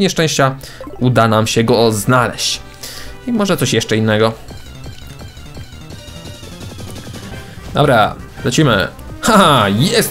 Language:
Polish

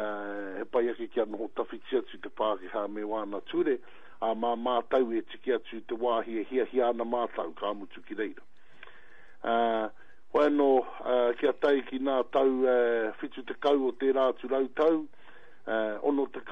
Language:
Māori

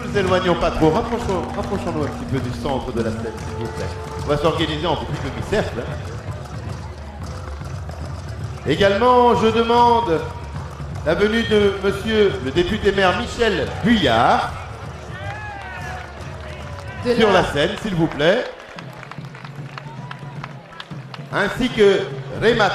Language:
French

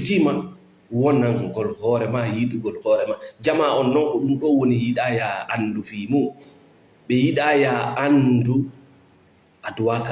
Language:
Fula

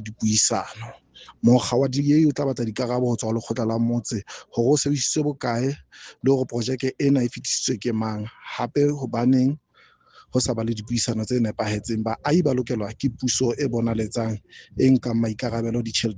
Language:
Southern Sotho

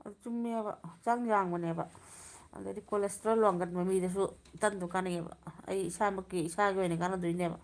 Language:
Manipuri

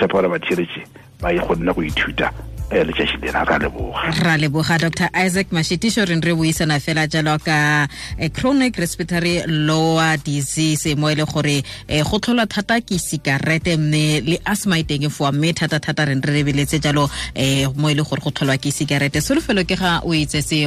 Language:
Tswana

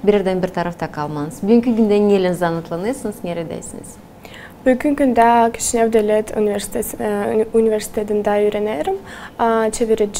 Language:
Gagauz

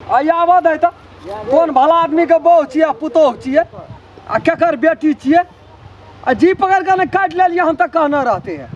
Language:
Maithili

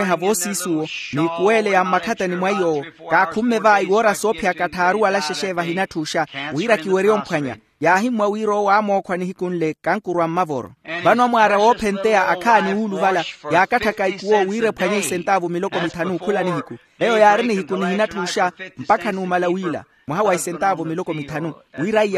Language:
Makhuwa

